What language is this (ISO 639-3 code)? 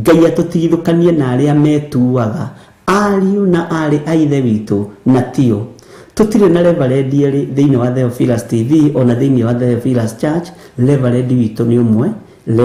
kik